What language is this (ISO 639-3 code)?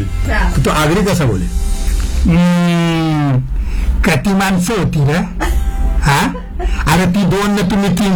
mar